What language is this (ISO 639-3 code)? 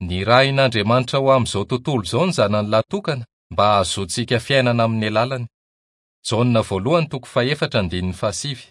mlg